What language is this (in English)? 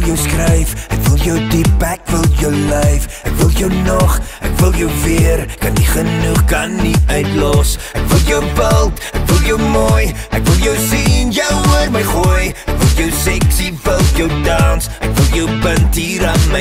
Afrikaans